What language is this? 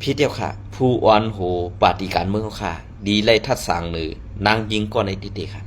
Shan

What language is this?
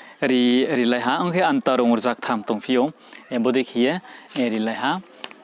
Riang (India)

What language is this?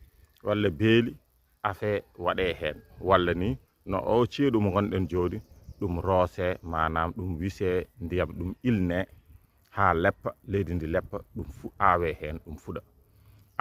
Fula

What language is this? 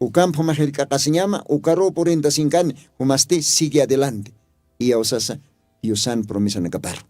Aymara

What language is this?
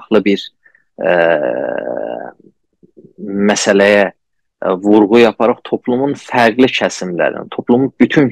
South Azerbaijani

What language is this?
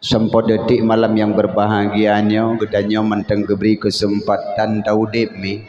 Achinese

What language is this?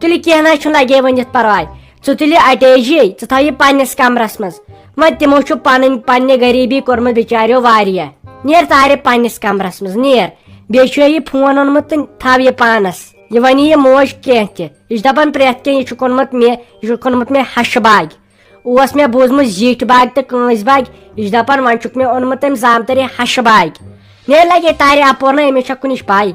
Kashmiri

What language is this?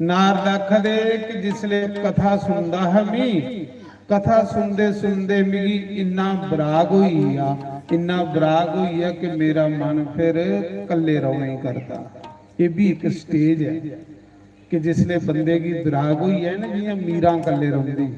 Dogri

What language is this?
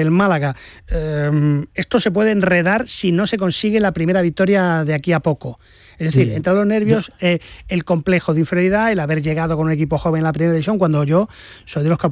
Spanish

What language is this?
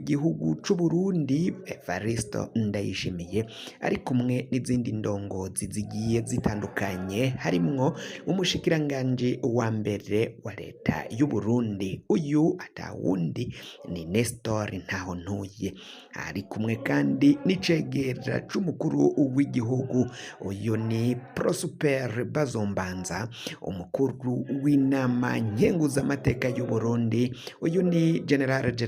Rundi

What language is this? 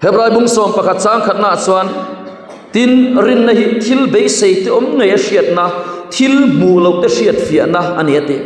Mizo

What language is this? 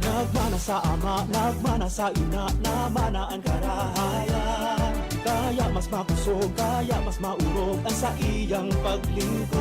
Bikol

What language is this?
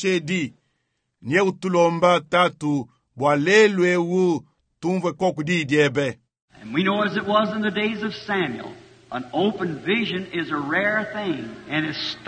Luba-Lulua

